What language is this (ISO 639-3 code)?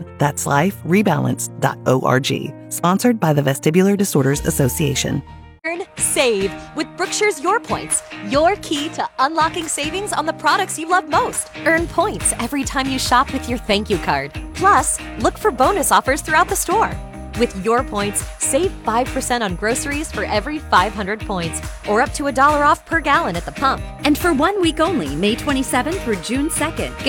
eng